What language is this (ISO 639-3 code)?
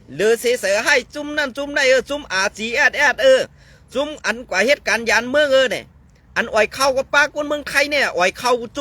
shn